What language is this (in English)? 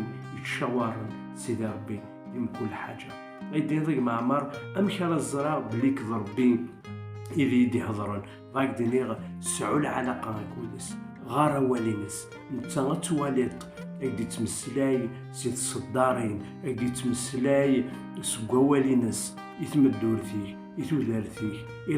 Kabyle